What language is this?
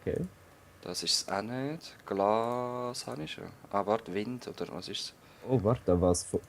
Swiss German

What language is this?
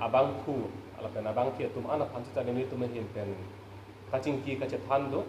Karbi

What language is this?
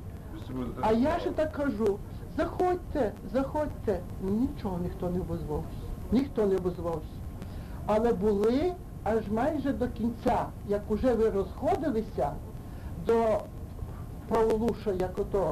Ukrainian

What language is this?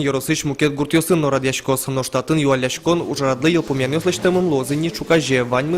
Udmurt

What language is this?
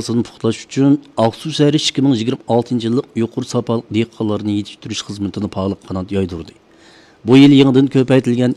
Uyghur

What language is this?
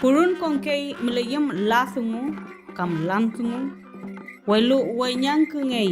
Mapuche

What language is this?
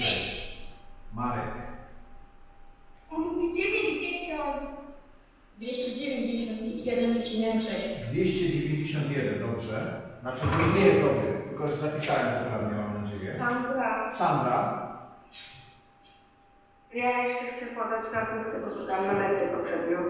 Polish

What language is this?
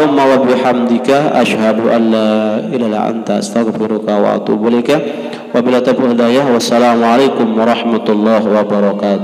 Sasak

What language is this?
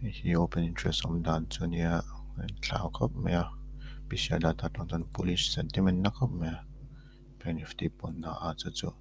Mizo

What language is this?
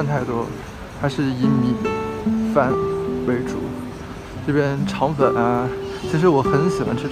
Chinese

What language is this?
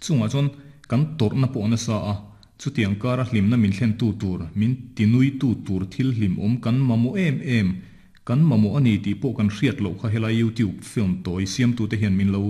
Mizo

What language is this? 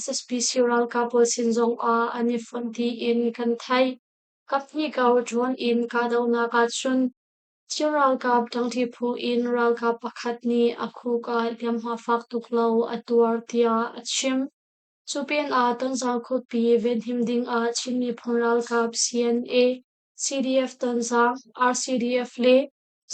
Hakha Chin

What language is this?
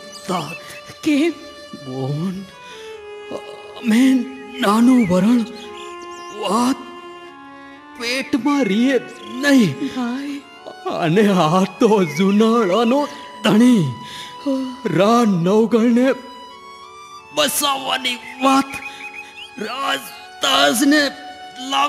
Gujarati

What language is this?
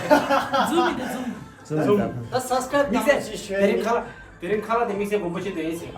Tibetan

